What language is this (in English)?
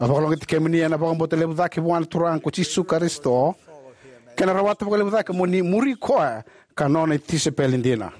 Fijian